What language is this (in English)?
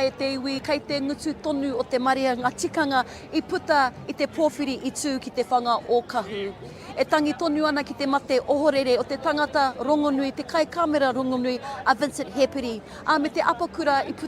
Māori